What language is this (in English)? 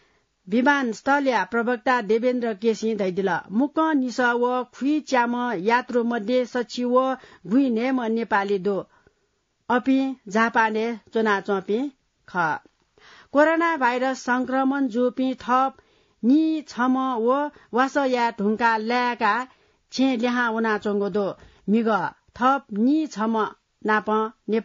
Newari